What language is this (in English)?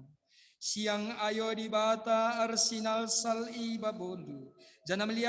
Batak Karo